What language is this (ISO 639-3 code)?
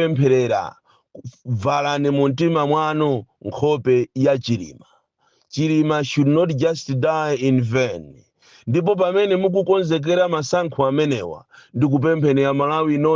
nya